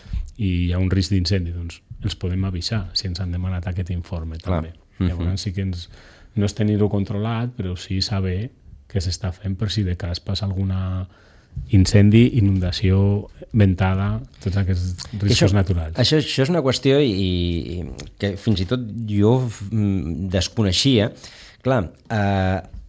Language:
Catalan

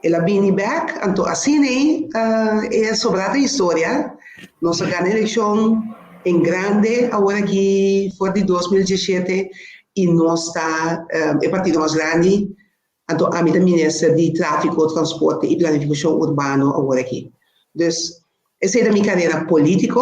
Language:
Papiamento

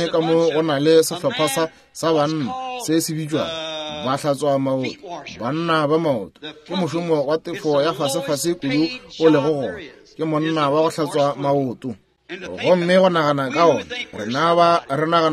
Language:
Northern Sotho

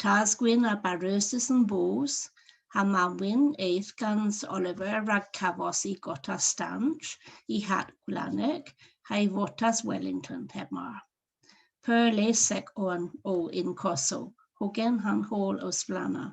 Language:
Cornish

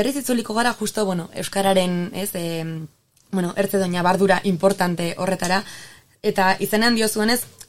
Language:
Basque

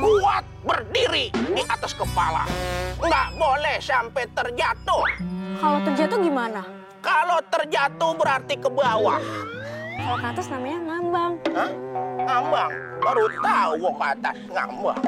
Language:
Betawi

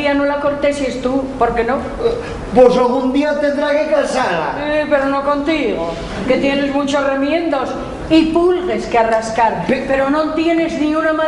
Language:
Asturian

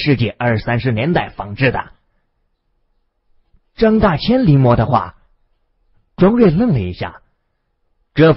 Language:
Chinese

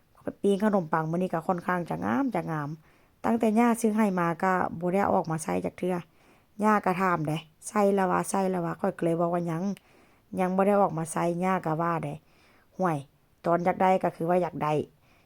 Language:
Northeastern Thai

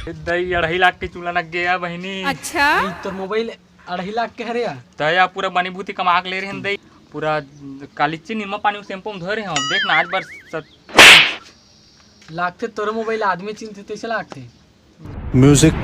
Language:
Chhattisgarhi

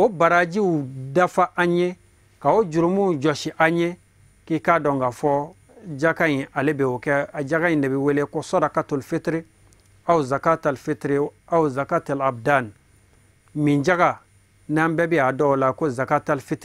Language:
Bambara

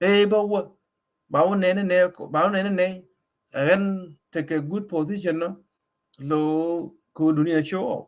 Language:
Nuer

